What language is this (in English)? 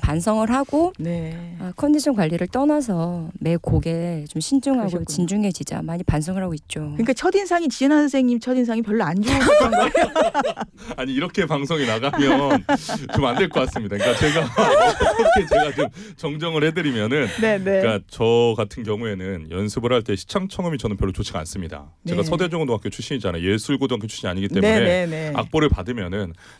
Korean